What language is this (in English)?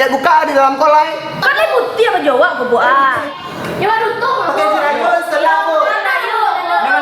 Minangkabau